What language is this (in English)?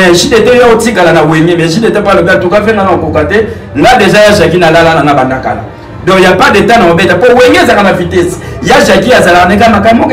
Lingala